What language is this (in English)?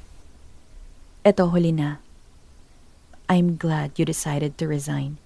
Filipino